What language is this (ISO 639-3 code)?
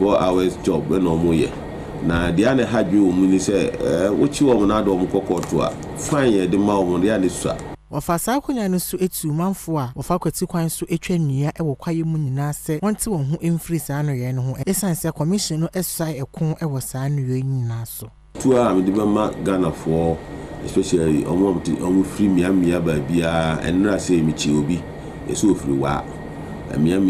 aka